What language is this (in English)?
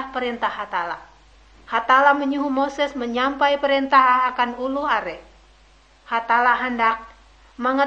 Ngaju